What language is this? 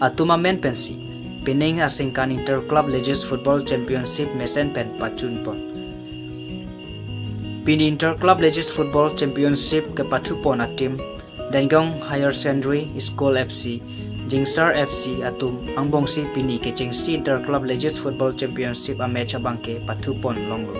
Karbi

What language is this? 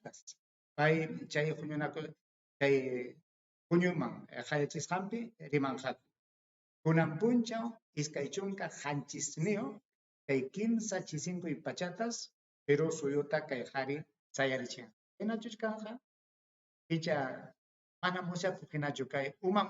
Ayacucho Quechua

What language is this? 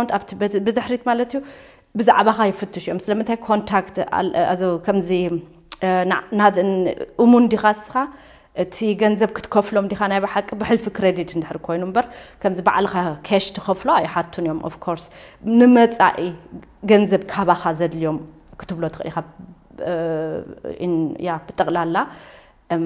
Tigrinya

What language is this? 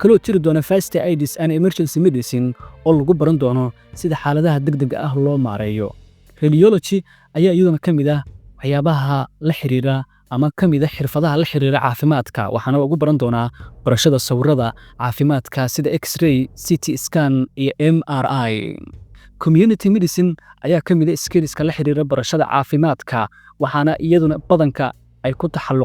Somali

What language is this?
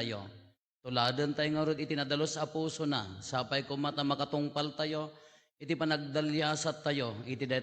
Iloko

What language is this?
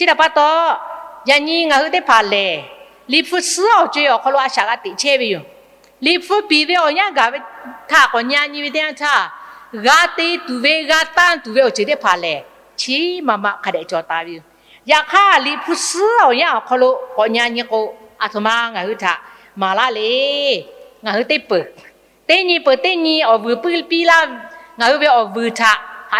Lahu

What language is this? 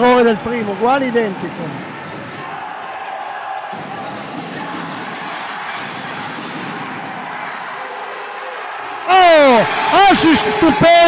Italian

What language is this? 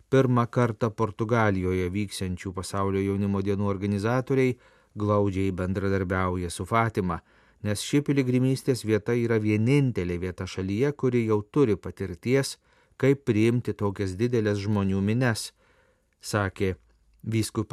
Lithuanian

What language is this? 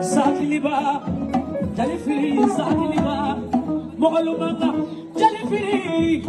Bambara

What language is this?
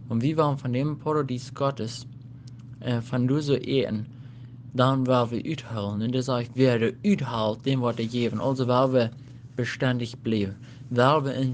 Plautdietsch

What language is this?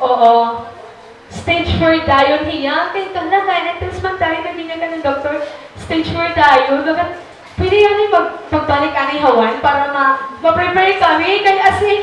Waray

